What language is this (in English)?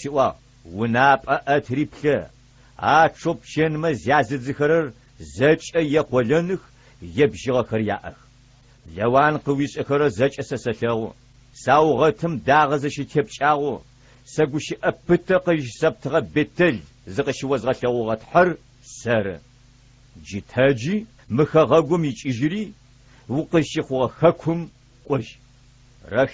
Adyghe